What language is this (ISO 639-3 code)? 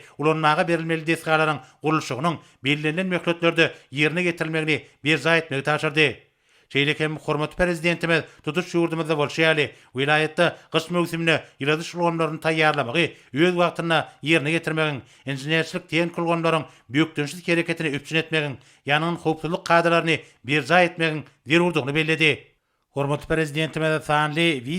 tuk